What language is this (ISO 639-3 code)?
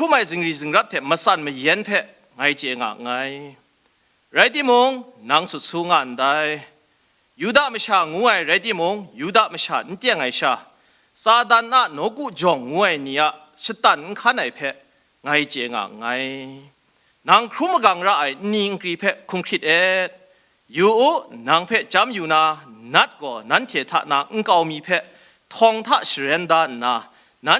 kac